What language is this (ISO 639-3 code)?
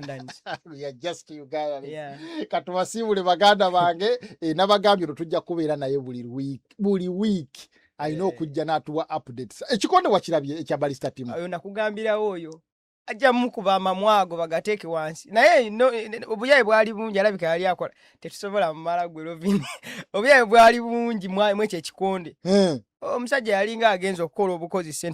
lug